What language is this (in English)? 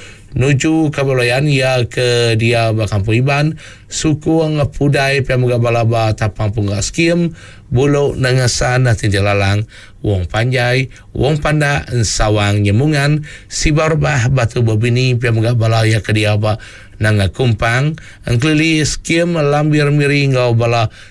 Iban